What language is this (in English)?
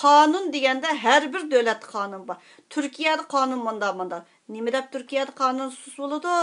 Uyghur